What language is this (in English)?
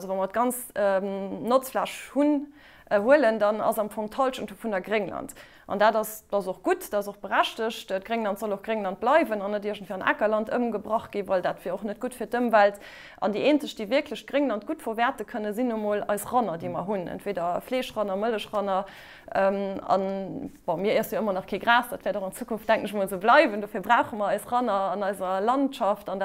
Luxembourgish